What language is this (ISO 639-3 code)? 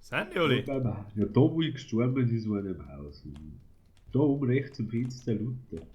bar